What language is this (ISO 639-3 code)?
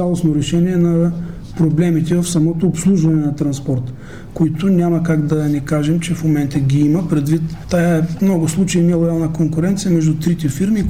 bul